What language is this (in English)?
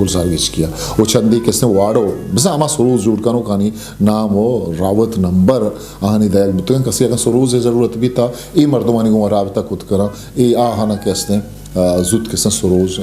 Eastern Balochi